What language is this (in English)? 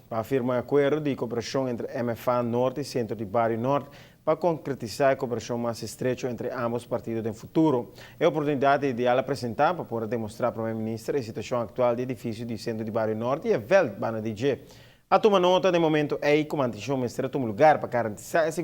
Papiamento